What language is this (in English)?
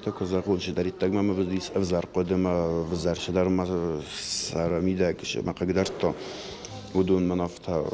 Ossetic